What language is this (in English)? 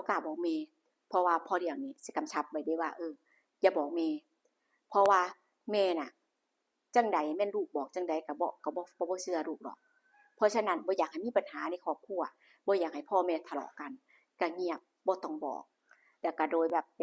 Lao